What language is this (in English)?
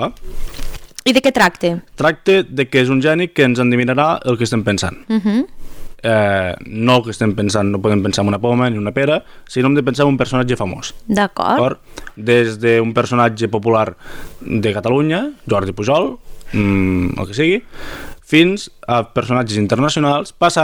Catalan